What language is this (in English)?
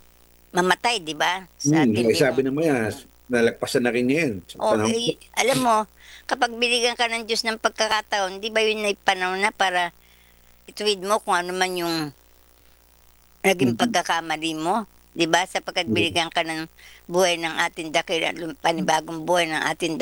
Filipino